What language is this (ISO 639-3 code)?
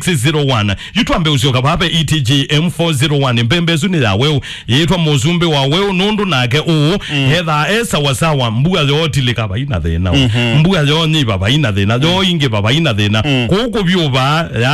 kam